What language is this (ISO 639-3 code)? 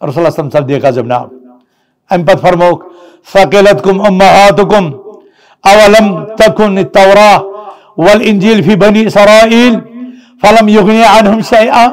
kas